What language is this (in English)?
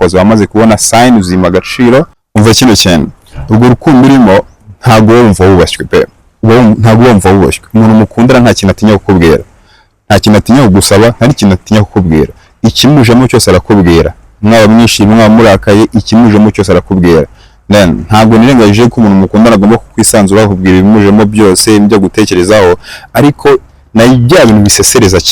Kinyarwanda